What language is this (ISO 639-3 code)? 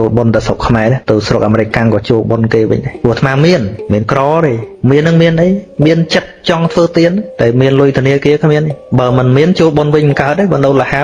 khm